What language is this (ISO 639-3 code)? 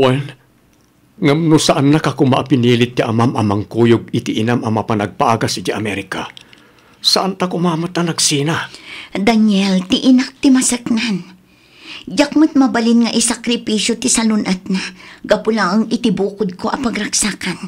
ilo